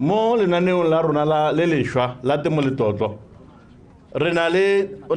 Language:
Tswana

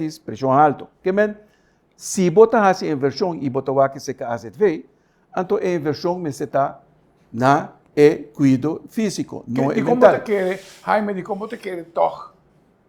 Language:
Papiamento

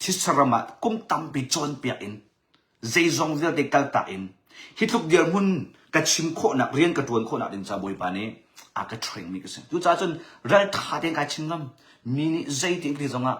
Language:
Hakha Chin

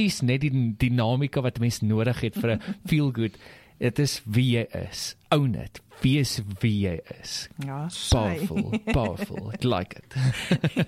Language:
Afrikaans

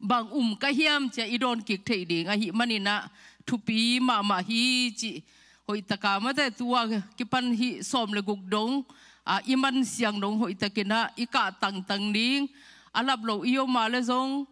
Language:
Tedim Chin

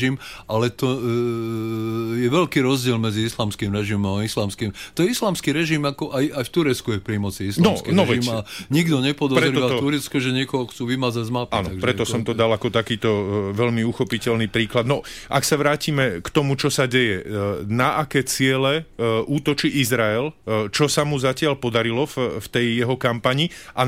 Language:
Slovak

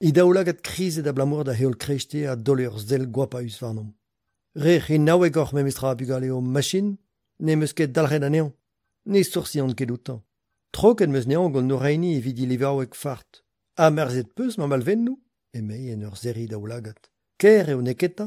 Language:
Breton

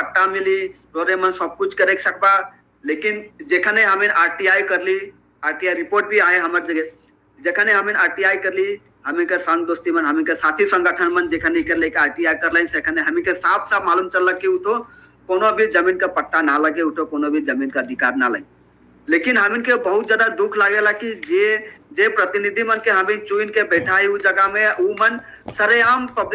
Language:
Sadri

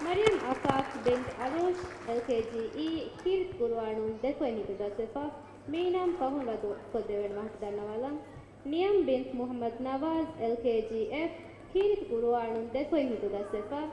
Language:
Divehi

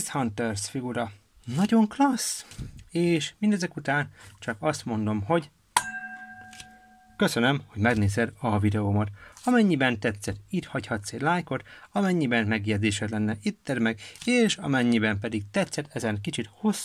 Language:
Hungarian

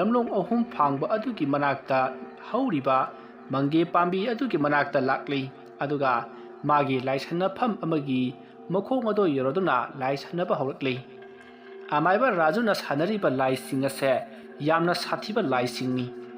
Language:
Manipuri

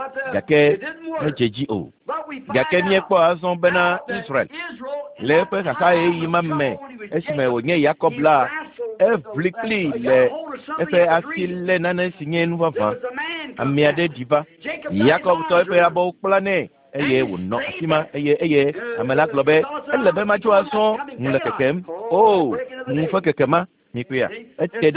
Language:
Ewe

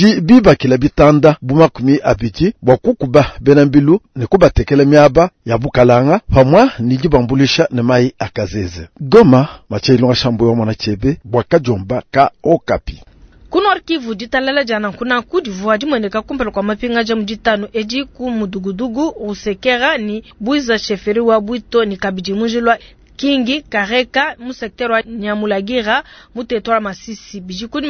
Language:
Luba-Lulua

